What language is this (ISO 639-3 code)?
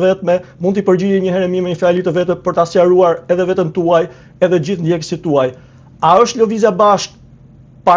sqi